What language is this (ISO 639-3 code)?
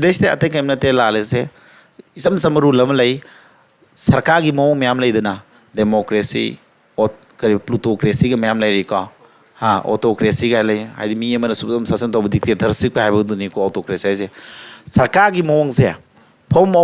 mni